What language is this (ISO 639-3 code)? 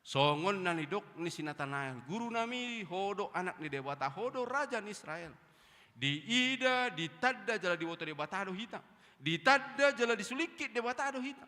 bbc